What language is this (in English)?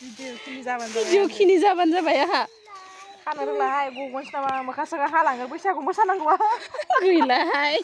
Bodo